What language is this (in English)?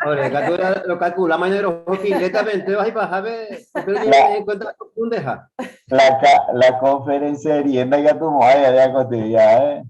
Guarani